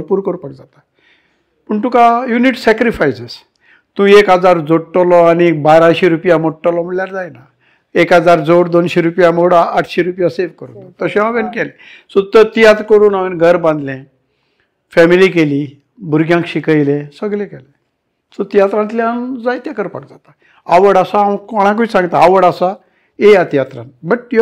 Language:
Konkani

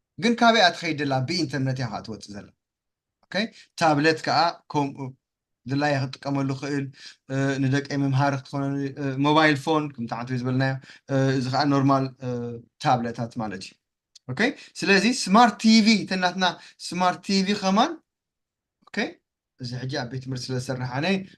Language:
Tigrinya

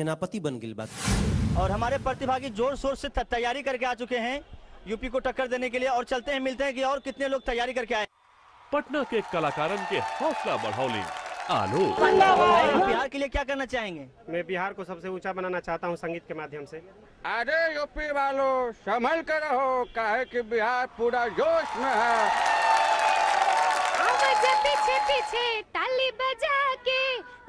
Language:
Bhojpuri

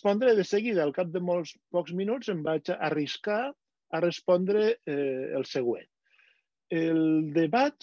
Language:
Catalan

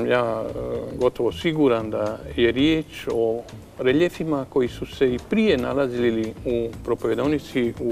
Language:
Croatian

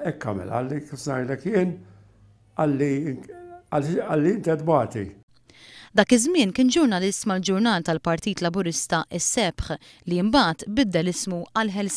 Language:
Maltese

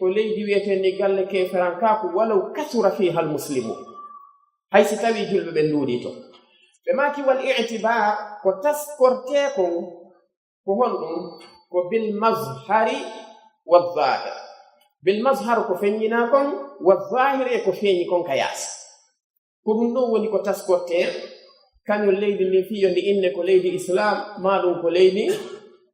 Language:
Pular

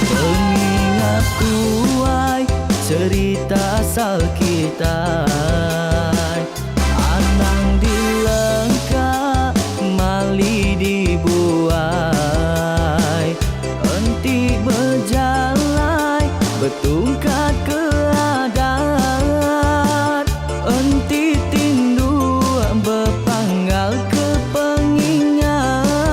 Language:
Iban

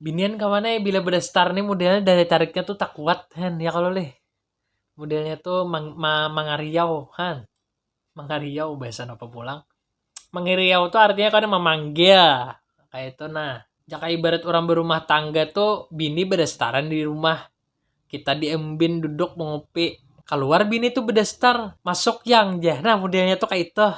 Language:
Banjar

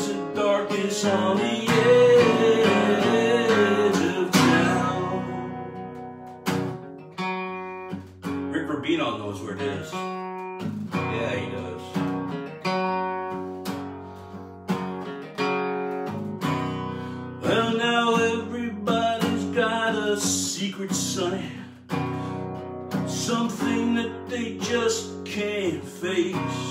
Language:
English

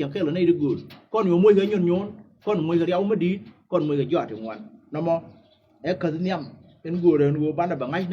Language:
Nuer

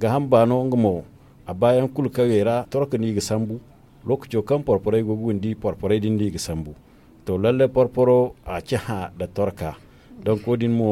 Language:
Zarma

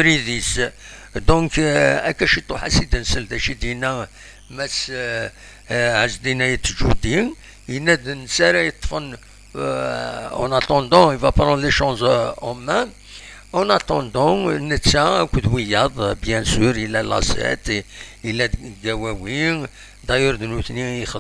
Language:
Kabyle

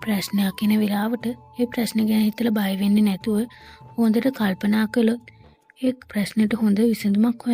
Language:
Sinhala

